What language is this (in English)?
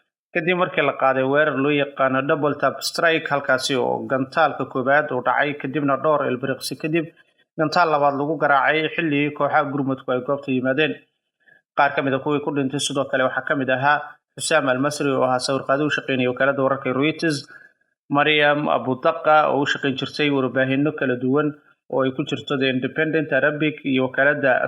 Somali